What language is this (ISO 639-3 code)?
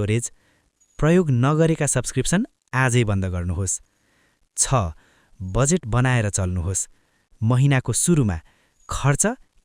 nep